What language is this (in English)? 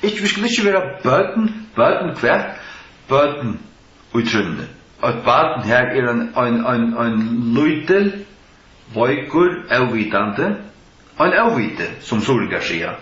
Faroese